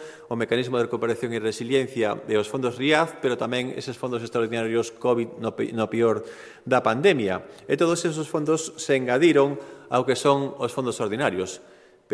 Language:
Galician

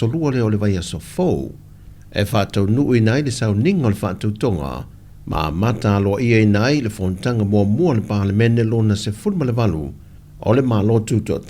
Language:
Samoan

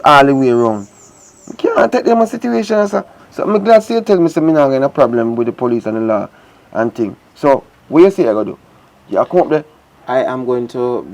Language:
Jamaican Creole English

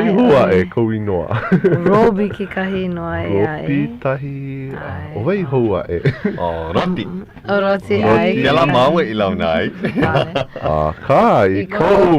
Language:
Hawaiian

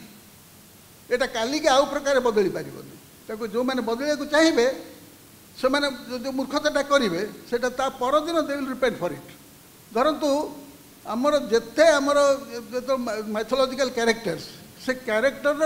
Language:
Odia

